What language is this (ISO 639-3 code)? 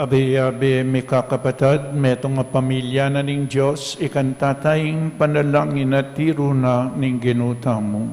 pam